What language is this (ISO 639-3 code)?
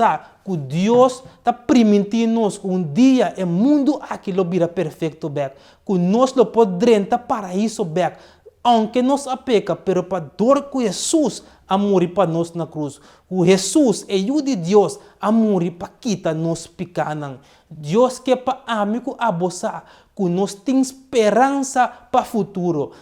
pap